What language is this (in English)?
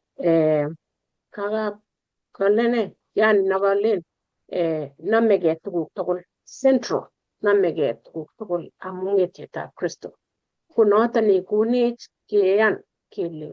Kalenjin